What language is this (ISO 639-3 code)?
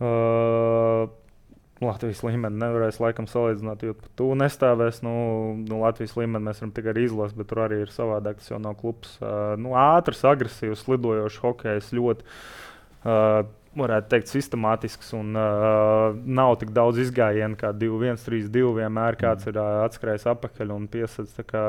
lav